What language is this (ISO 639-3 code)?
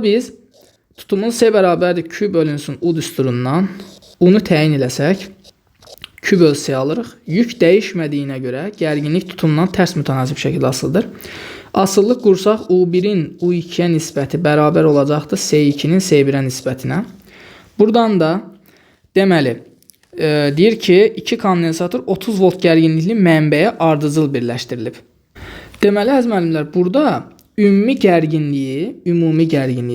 aze